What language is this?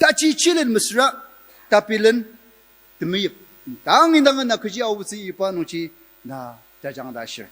Ao Naga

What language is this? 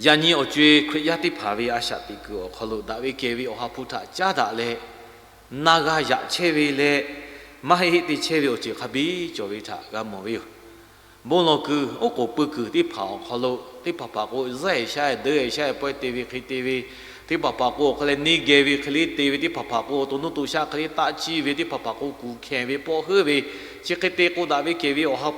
Lahu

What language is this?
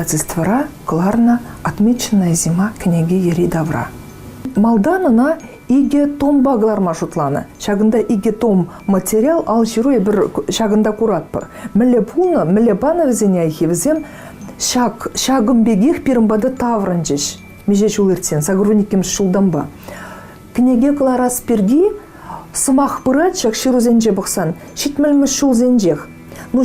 Chuvash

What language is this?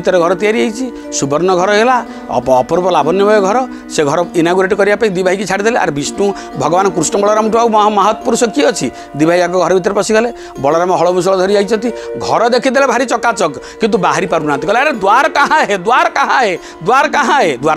Odia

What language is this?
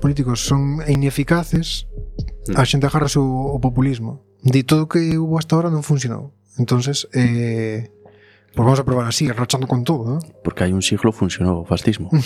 Galician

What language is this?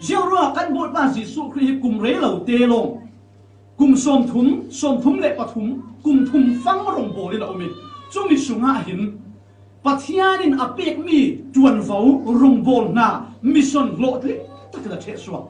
Falam Chin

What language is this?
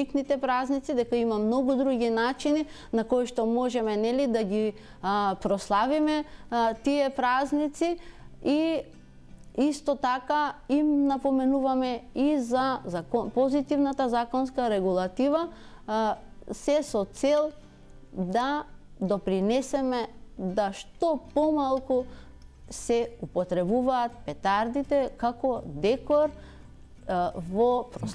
Macedonian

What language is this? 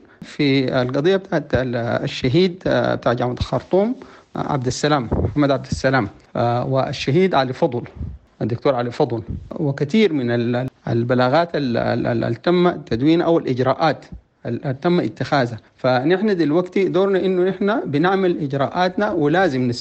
Sudanese Arabic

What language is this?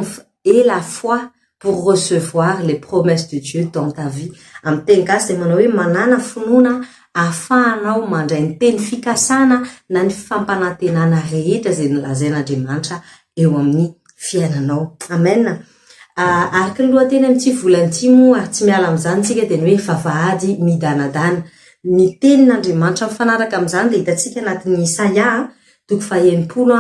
Malagasy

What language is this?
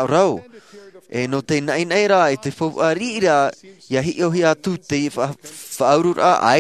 Tahitian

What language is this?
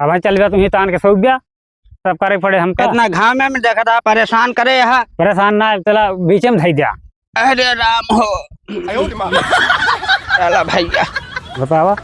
Awadhi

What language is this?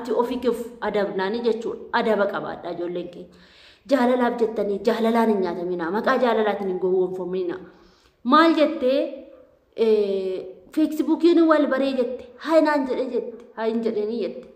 Oromo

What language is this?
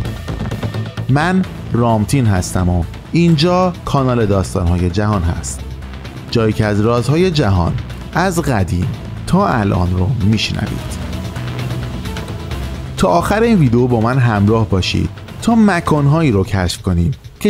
Persian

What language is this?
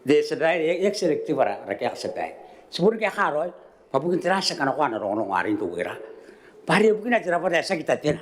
Gilbertese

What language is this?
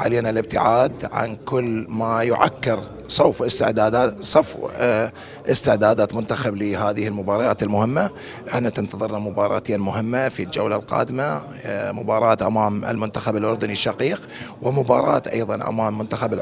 Mesopotamian Arabic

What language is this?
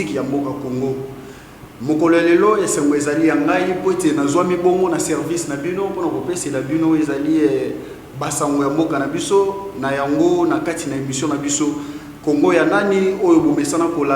Lingala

